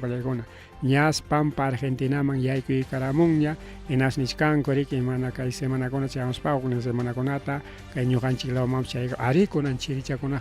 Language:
Ayacucho Quechua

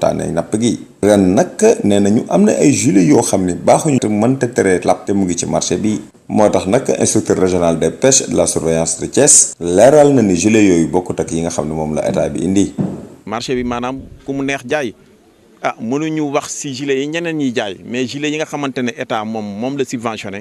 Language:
Wolof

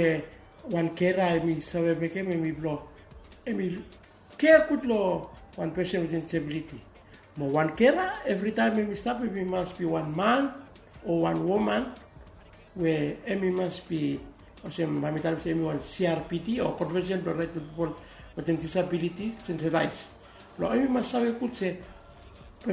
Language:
Bislama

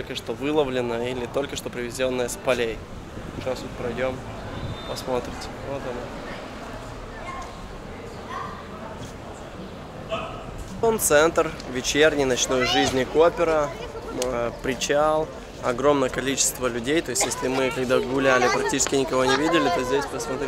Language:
Russian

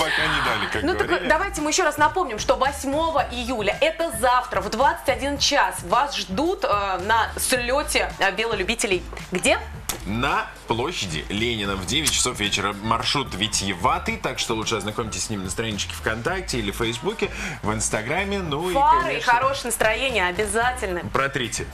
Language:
Russian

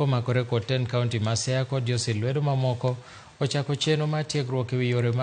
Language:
Luo (Kenya and Tanzania)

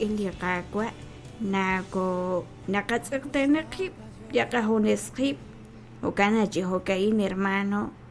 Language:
Kekchí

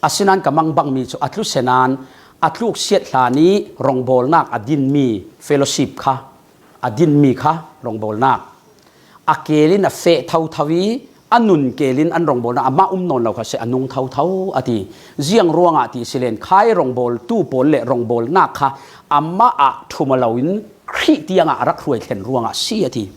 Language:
Falam Chin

